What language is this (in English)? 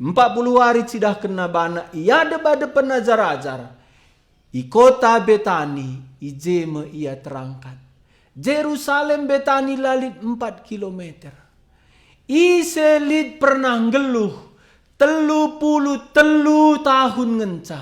Batak Karo